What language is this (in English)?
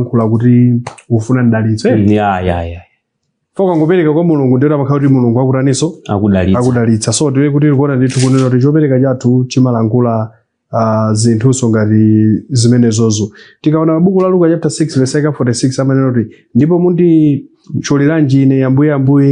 Nyanja